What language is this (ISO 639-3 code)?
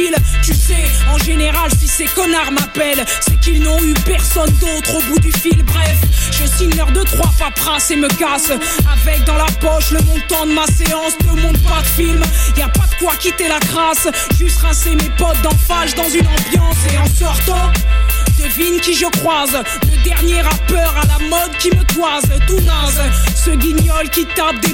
fra